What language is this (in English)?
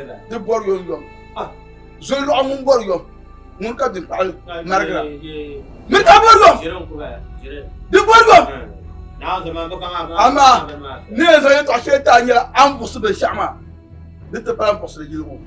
Dagbani